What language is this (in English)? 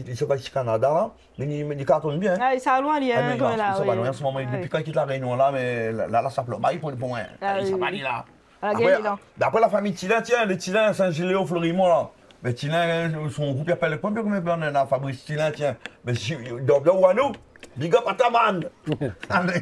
Réunion Creole French